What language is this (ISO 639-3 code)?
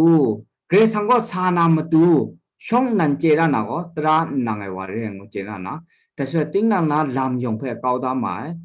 kac